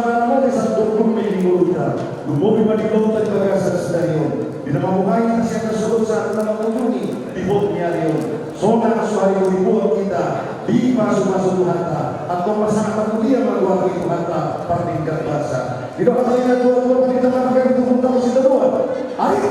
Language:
Batak Toba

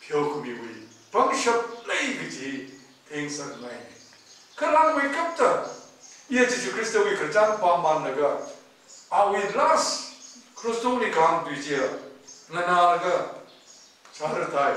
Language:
Tangkhul Naga (India)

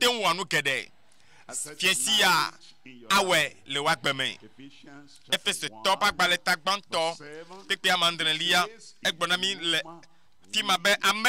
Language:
Ewe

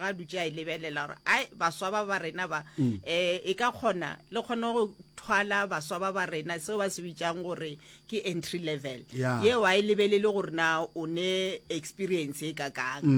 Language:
Northern Sotho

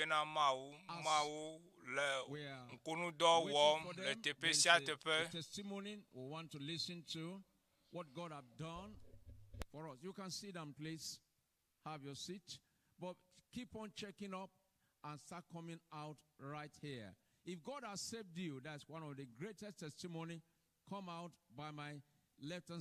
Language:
Ewe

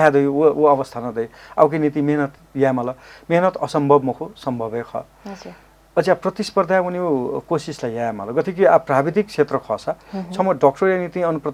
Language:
Newari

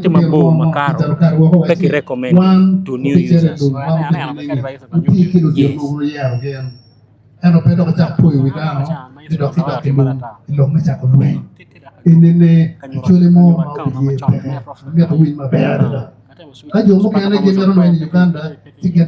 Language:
Acoli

